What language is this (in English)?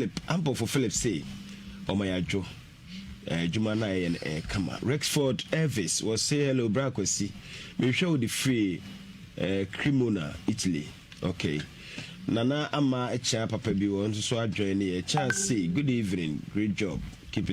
Akan